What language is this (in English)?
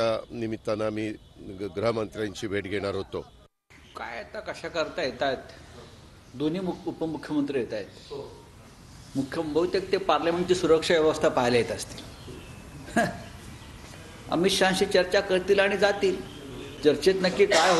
Marathi